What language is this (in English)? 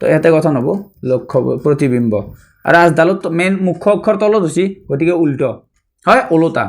Assamese